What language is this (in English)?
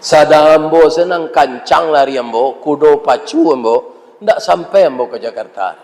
Minangkabau